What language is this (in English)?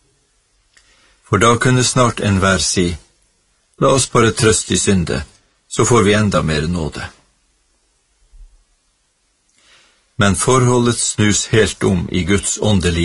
Norwegian